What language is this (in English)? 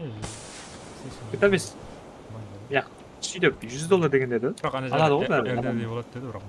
Kara-Kalpak